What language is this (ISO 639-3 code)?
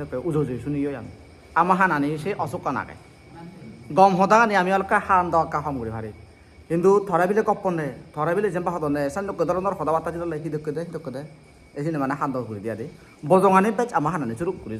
ccp